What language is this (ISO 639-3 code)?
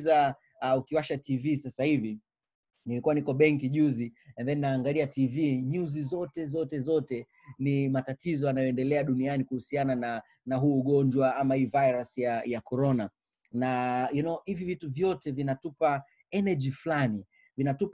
swa